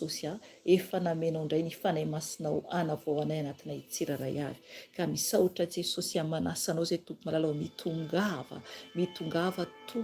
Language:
Malagasy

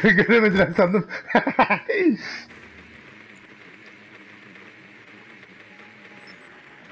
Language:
Turkish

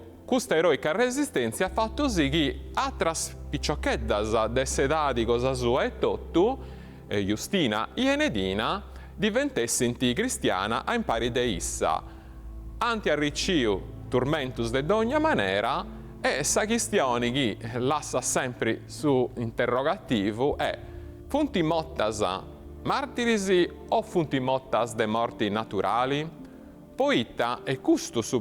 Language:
Sardinian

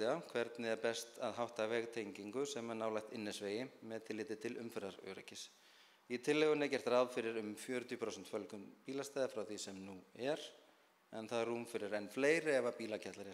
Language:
Icelandic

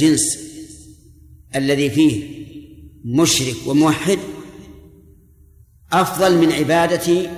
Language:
Arabic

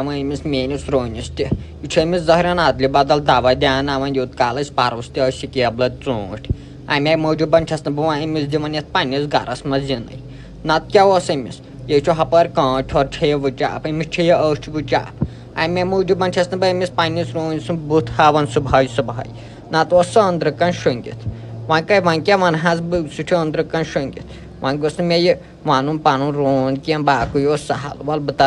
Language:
Kashmiri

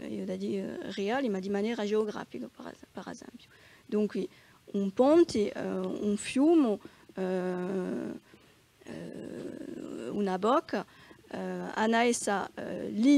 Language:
Corsican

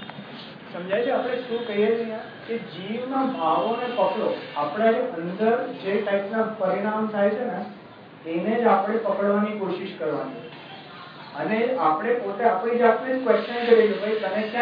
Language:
Gujarati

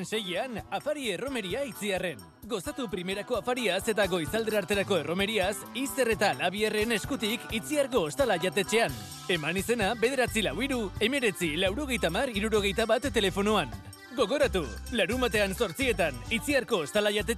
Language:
Basque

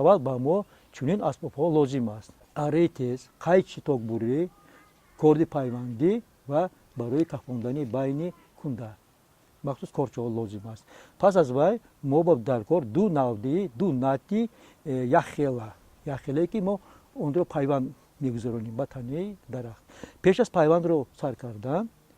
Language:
Tajik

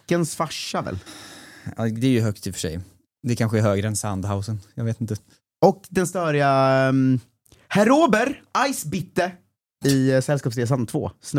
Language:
Swedish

